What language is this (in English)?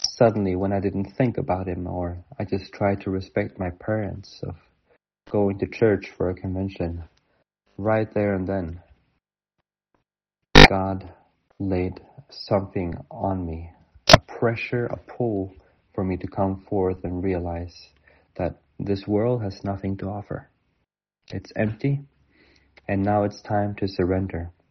English